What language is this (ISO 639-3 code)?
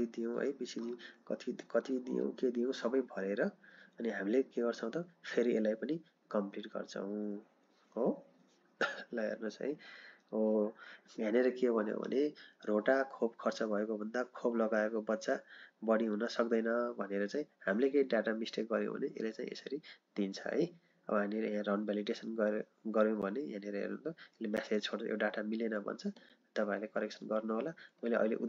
nep